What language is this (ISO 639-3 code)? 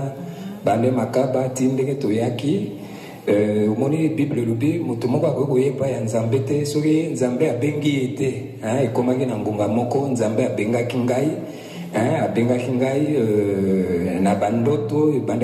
lin